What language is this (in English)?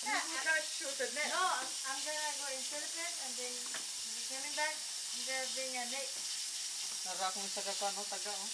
Cebuano